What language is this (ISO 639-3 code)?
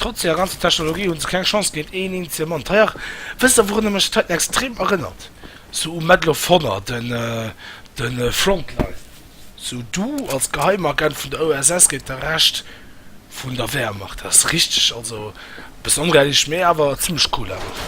ltz